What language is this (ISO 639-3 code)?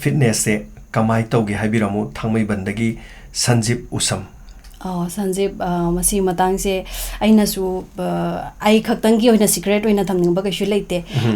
mni